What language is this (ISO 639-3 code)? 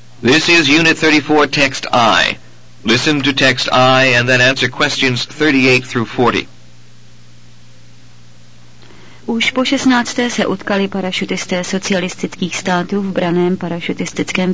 ces